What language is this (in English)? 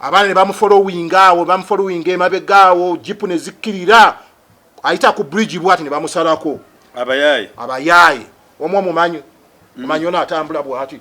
Ganda